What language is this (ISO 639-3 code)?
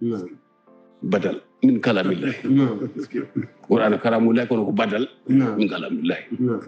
ful